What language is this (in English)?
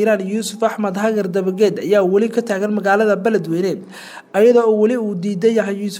Somali